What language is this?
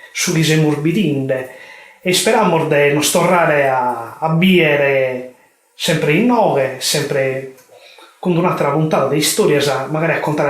Sardinian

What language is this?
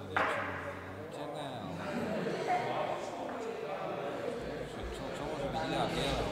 Slovak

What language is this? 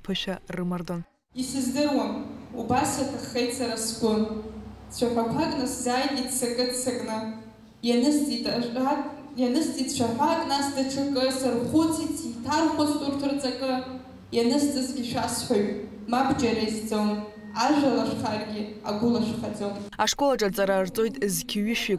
Abkhazian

